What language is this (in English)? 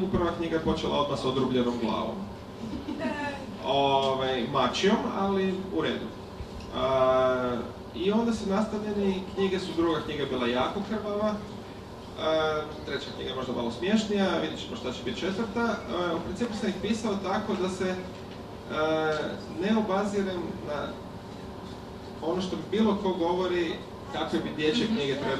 Croatian